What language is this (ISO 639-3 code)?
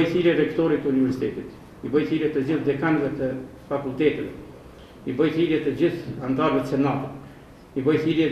sqi